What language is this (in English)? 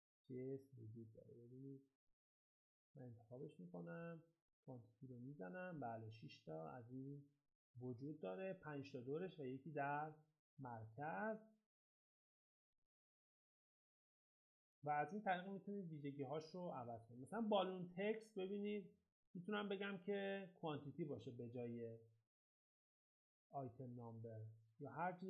Persian